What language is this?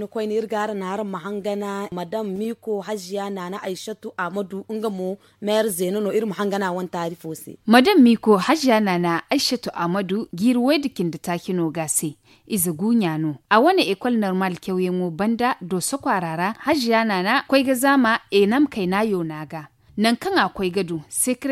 Zarma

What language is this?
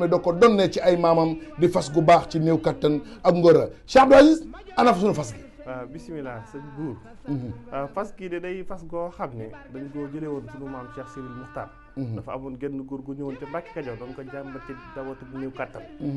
Wolof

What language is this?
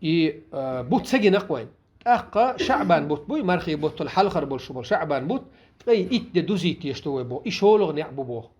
Chechen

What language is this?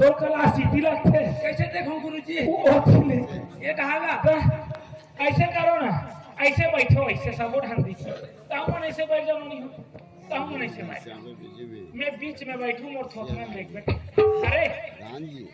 Chhattisgarhi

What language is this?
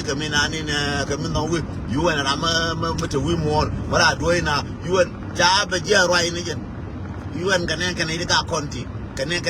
Nuer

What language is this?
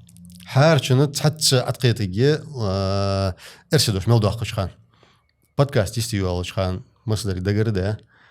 Ingush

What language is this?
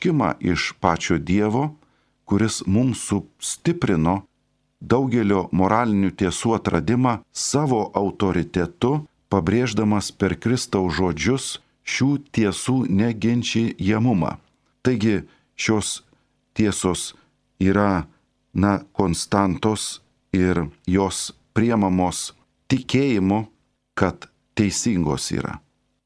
Lithuanian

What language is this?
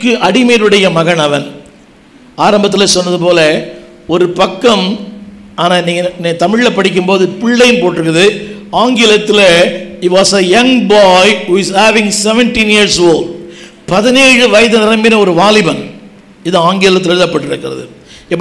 Tamil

